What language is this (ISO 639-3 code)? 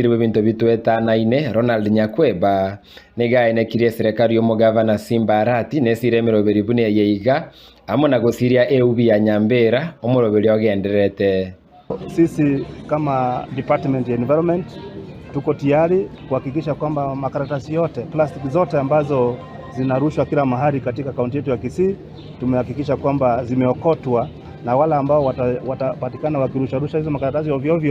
guz